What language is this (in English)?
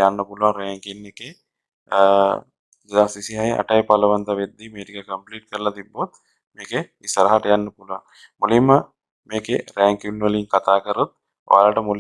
Sinhala